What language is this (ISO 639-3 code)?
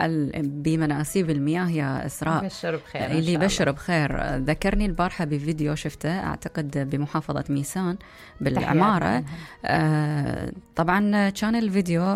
acm